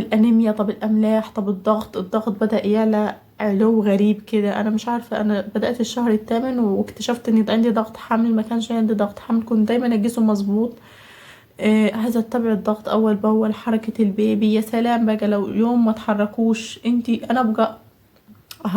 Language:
Egyptian Arabic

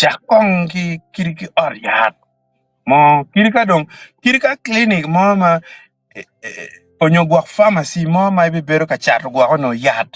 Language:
Acoli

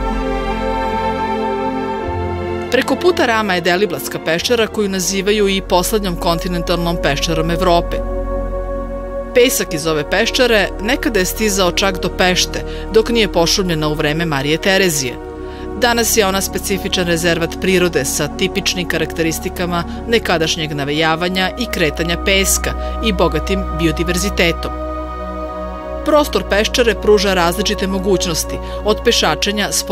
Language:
Serbian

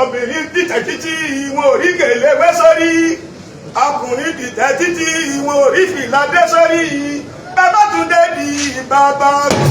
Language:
Yoruba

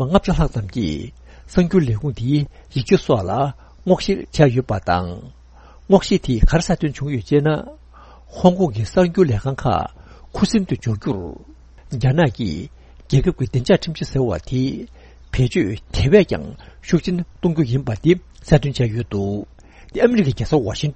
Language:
Tibetan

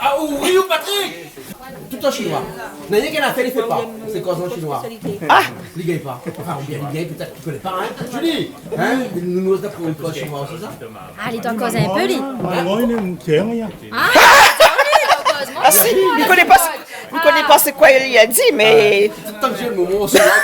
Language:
Réunion Creole French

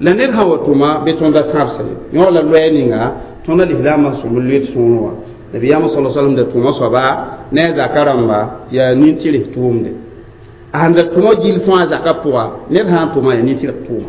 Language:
Mossi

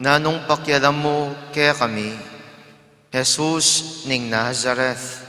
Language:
Pampanga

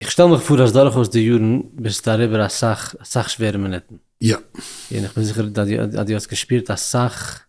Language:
Yiddish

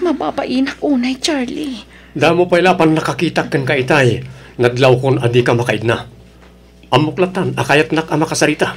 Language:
Iloko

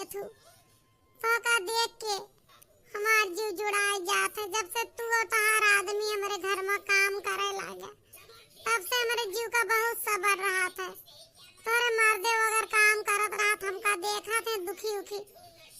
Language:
Awadhi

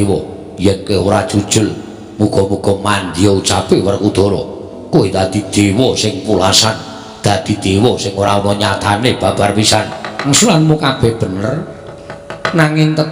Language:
Javanese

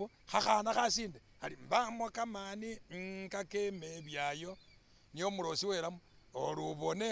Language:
Masaaba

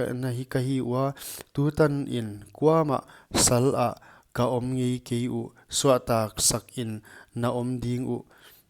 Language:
Paite Chin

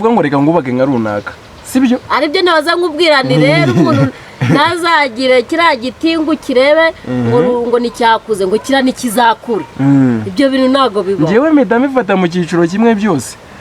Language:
Kinyarwanda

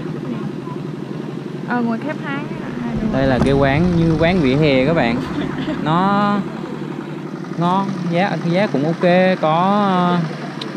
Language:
Vietnamese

